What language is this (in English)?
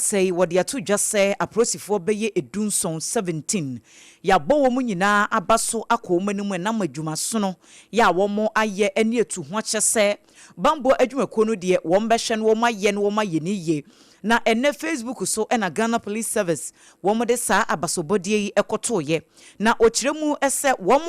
Akan